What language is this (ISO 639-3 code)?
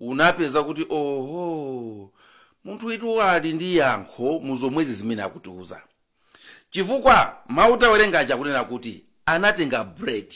nya